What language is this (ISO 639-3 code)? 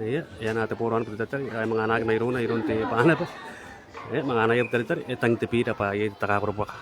gil